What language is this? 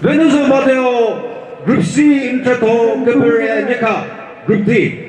Chokri Naga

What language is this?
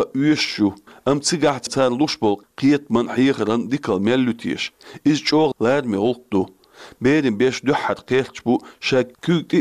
Chechen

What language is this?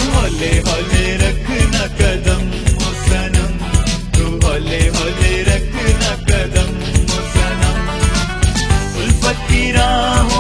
Hindi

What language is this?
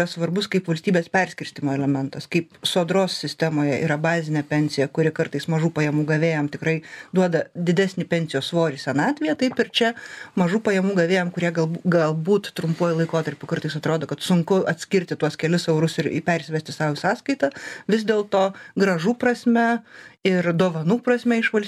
Lithuanian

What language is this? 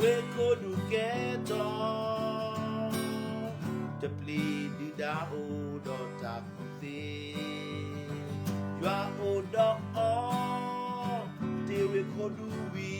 S'gaw Karen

